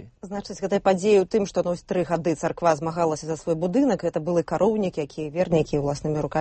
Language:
Belarusian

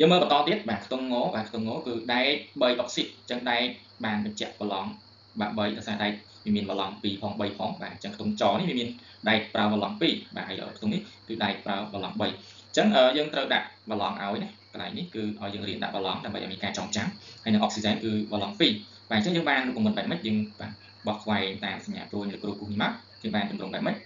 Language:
Khmer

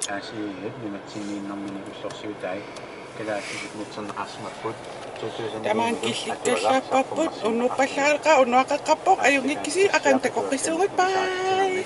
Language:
Kalaallisut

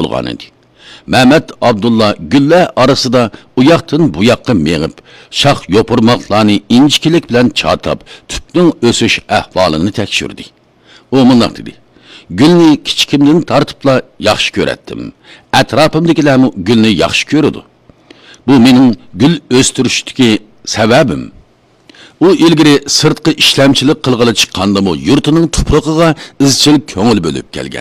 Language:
Uyghur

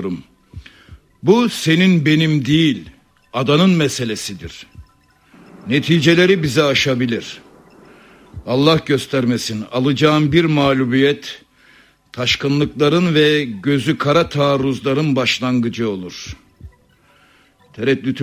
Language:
Turkish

